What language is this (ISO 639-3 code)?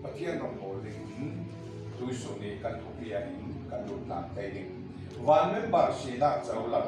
cfm